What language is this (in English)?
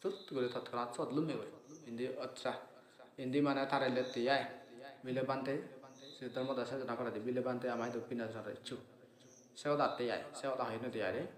Assamese